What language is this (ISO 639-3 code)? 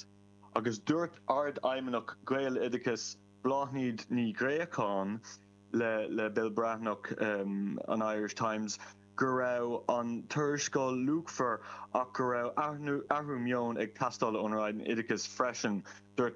gle